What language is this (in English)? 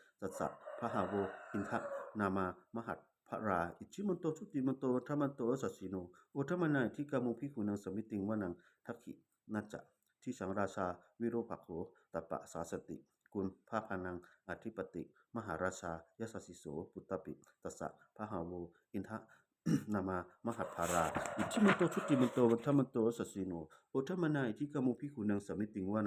Pali